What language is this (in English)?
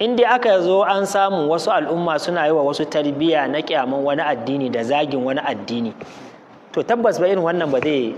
Hausa